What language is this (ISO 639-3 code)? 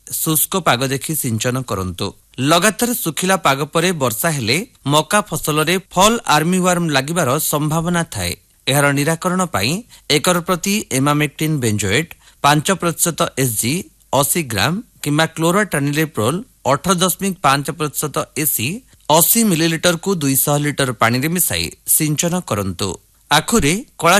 ori